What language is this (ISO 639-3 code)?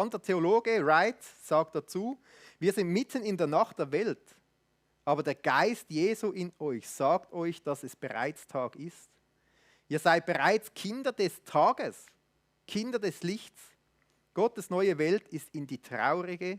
gsw